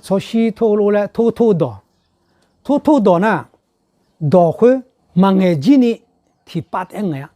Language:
Akha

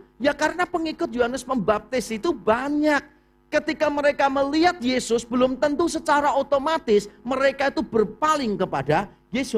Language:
Indonesian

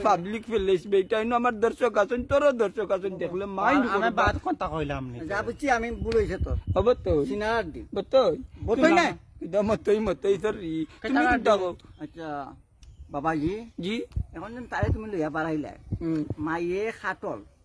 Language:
Sylheti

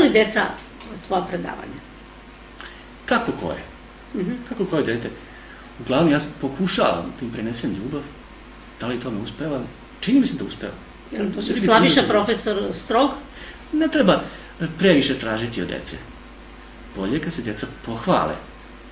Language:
Serbian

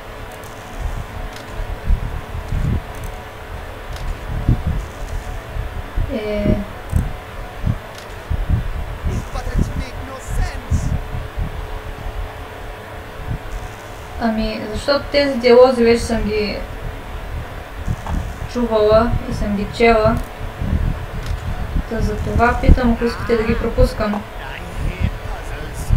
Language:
Bulgarian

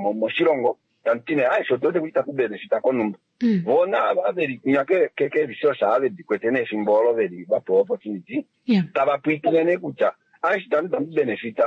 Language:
Kuanyama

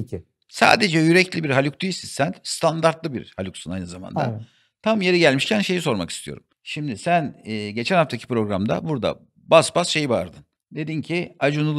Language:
Turkish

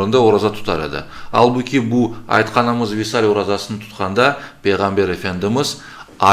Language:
Crimean Tatar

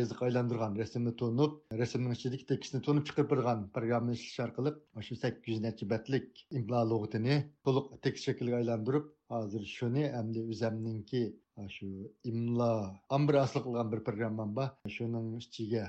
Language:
Uyghur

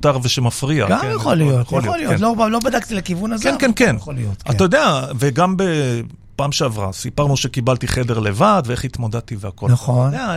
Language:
Hebrew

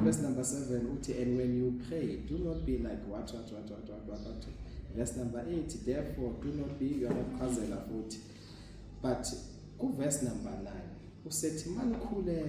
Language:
Zulu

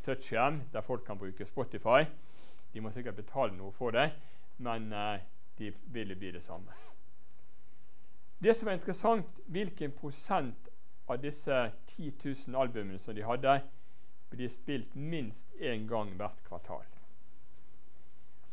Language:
Norwegian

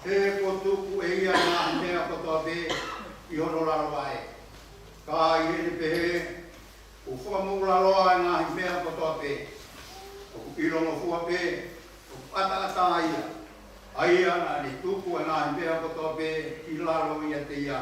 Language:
Tongan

